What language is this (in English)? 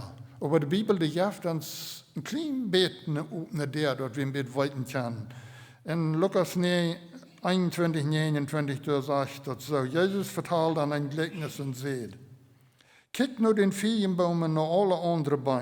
Plautdietsch